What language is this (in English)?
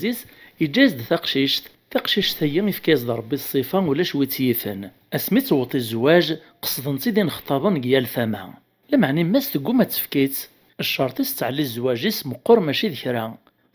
Kabyle